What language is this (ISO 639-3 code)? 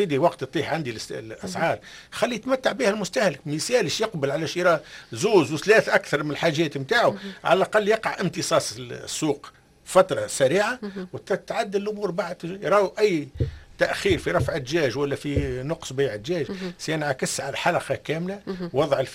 aeb